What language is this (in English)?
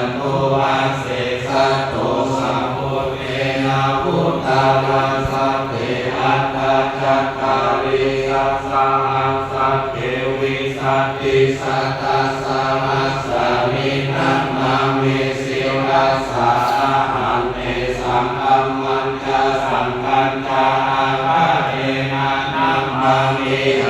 Pali